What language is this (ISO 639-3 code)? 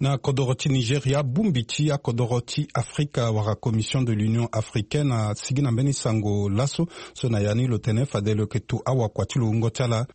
sag